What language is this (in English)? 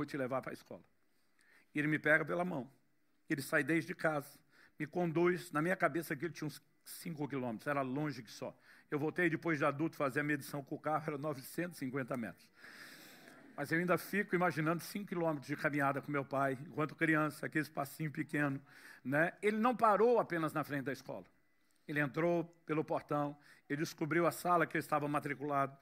Portuguese